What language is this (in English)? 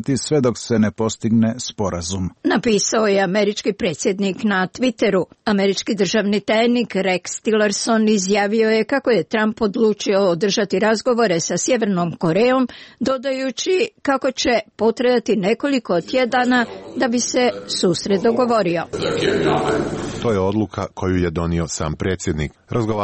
Croatian